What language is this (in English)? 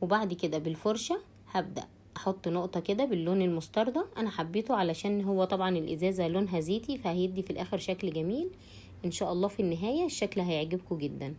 Egyptian Arabic